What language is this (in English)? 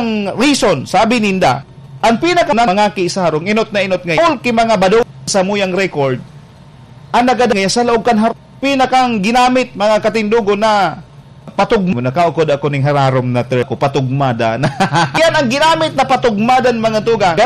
Bikol